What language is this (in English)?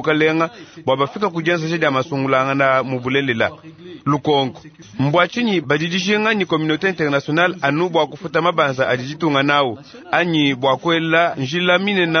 Luba-Lulua